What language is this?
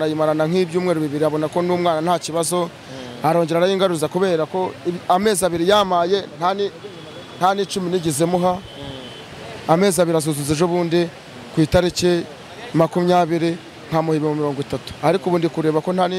Kinyarwanda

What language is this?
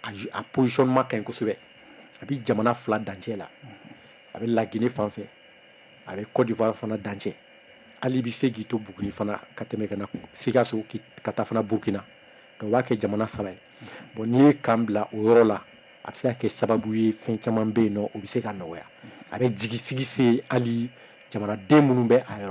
Bambara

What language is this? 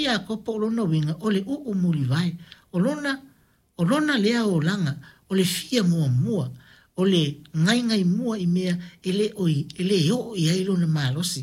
Samoan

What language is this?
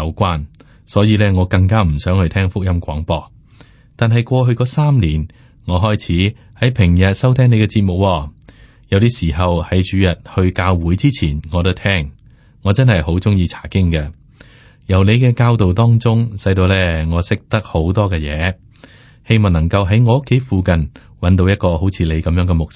Cantonese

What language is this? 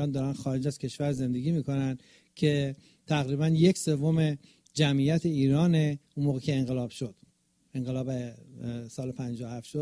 Persian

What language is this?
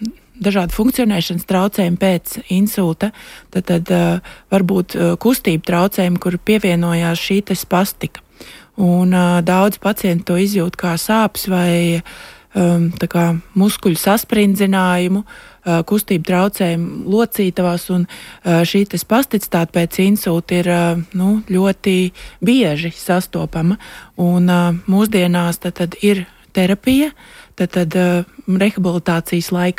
Latvian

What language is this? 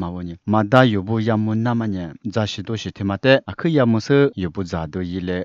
Lisu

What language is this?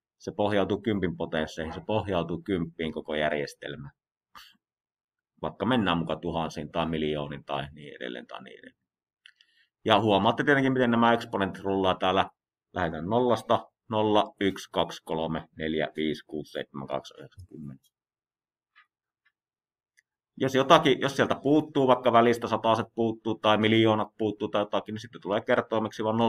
Finnish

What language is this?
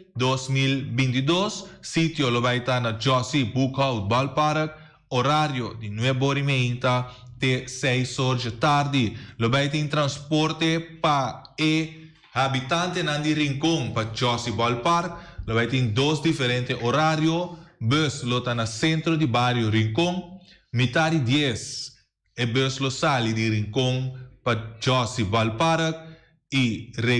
Papiamento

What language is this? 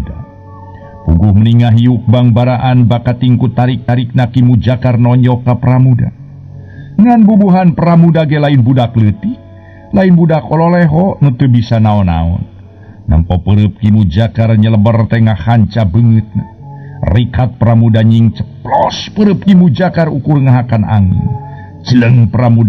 Sundanese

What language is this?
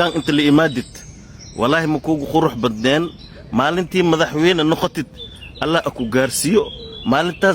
Somali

